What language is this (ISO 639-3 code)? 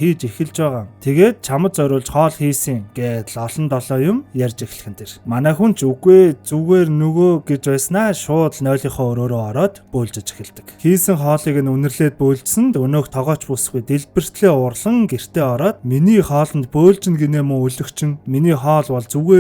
mon